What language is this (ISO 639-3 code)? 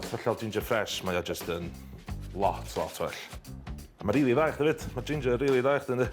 cym